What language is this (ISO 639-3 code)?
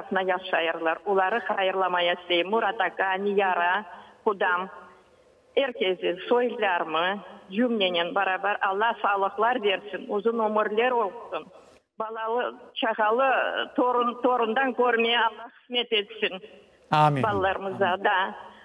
crh